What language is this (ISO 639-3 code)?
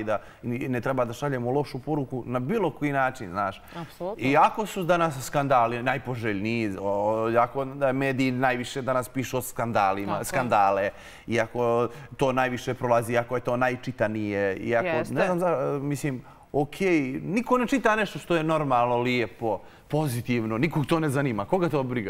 bos